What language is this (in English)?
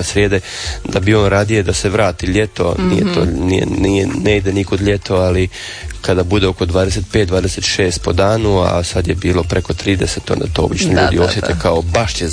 Croatian